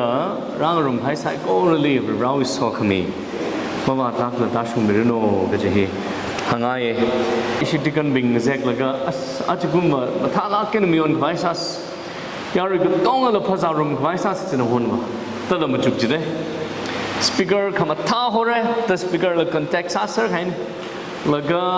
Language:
Tangkhul Naga (India)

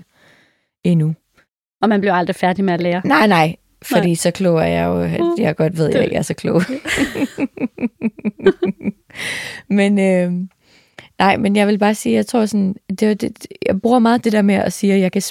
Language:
Danish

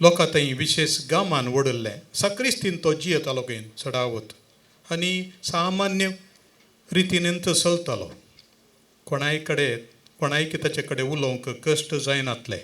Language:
Konkani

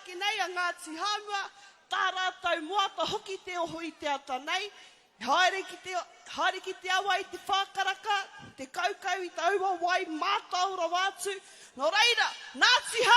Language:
Māori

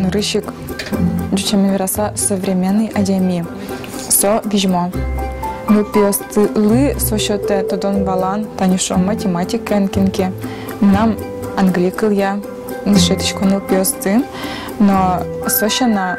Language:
Udmurt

